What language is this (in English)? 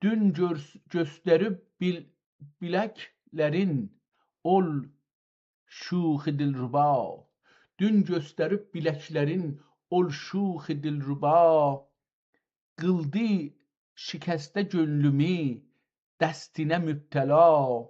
South Azerbaijani